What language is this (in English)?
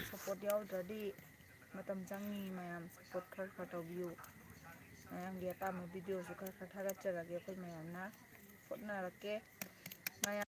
Manipuri